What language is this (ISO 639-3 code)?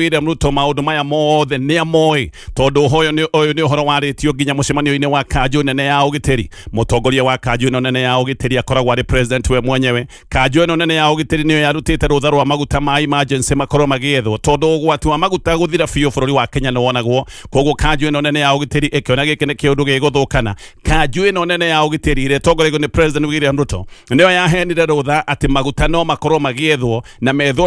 kik